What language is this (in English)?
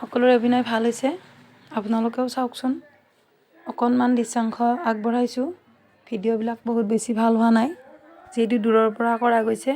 Assamese